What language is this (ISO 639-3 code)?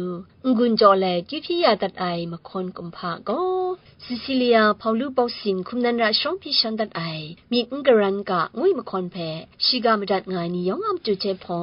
kac